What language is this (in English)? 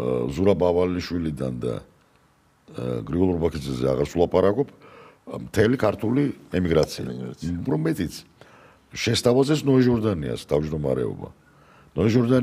Georgian